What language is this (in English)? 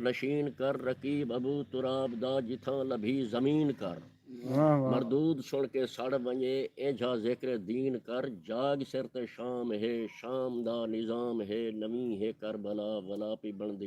Saraiki